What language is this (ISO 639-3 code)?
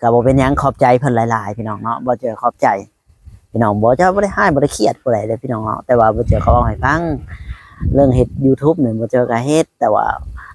lao